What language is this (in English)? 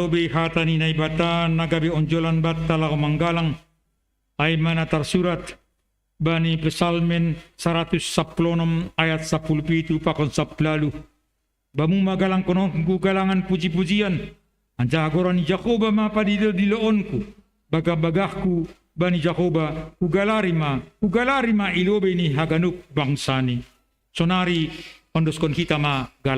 Batak Simalungun